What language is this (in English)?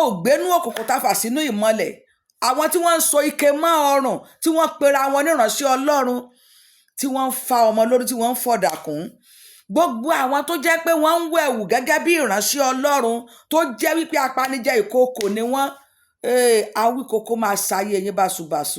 Yoruba